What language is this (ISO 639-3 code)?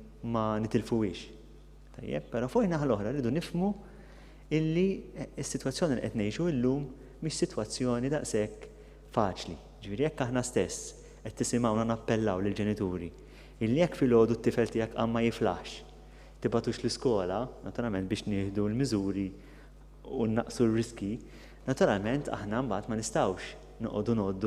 mlt